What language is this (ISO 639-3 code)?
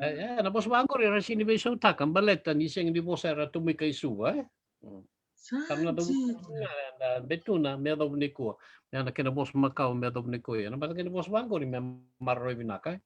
fij